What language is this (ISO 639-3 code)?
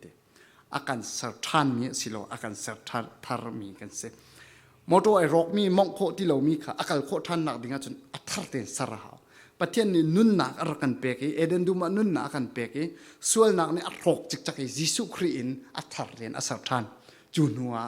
cfm